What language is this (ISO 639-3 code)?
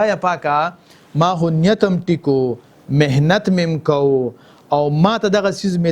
pus